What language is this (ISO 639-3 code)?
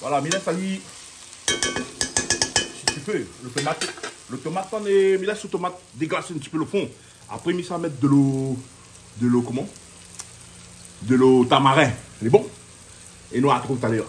rcf